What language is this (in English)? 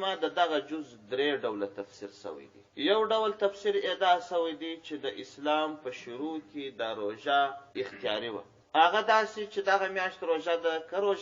Pashto